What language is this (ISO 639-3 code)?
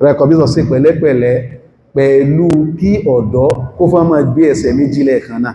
yor